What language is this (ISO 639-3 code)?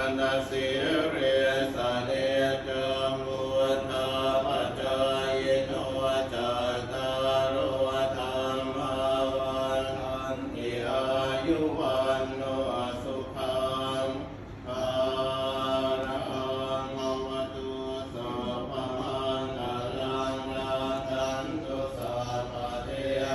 pli